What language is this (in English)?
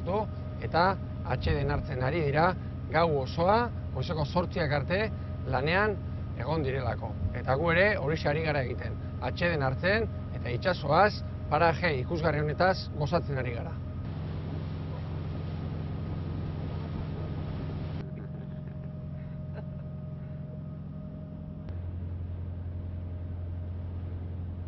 Basque